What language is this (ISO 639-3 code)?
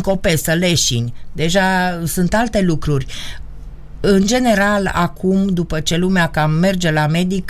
ron